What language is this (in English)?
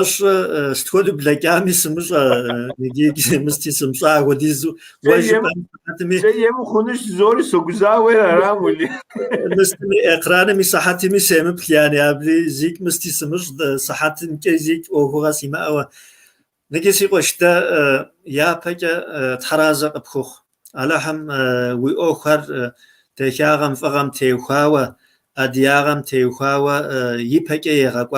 Kabardian